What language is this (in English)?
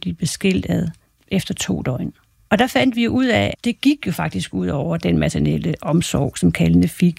Danish